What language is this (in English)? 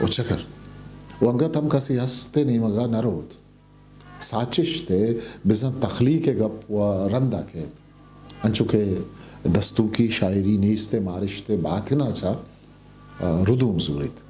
Eastern Balochi